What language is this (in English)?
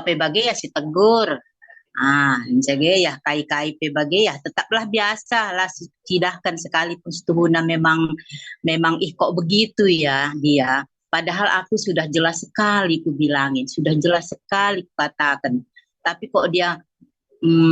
Batak Karo